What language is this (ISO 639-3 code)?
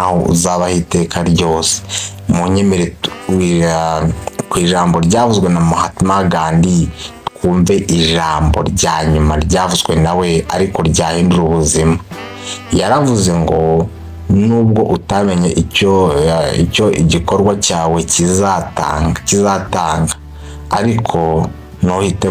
kin